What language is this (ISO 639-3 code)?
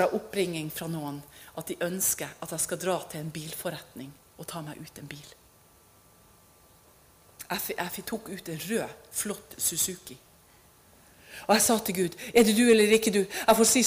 nor